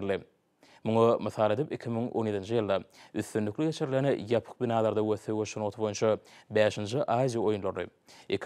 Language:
Turkmen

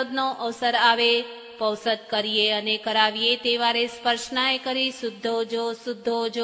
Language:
Gujarati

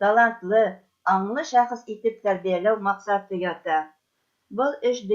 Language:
Bashkir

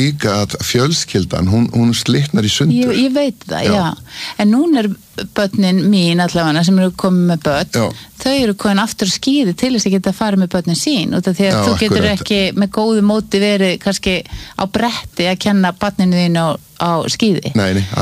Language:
Icelandic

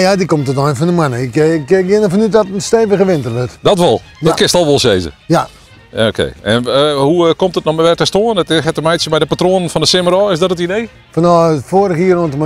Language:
Western Frisian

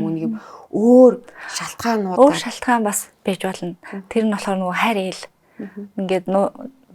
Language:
Mongolian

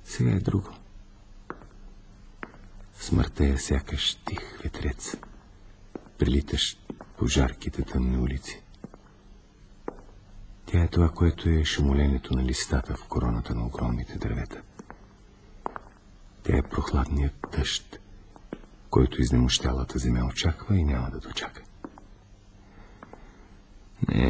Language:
Bulgarian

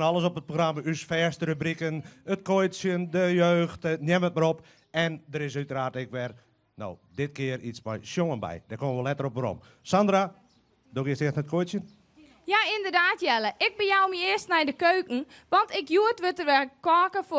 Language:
Western Frisian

